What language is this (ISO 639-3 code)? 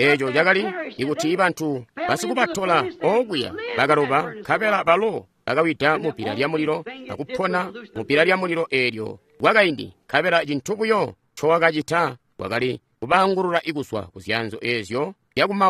toi